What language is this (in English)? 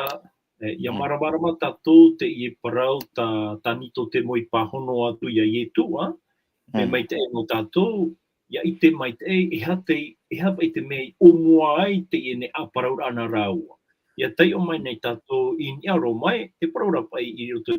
Tahitian